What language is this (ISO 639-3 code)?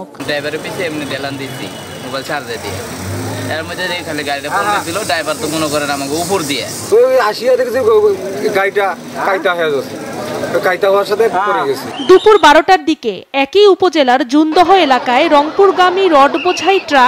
ben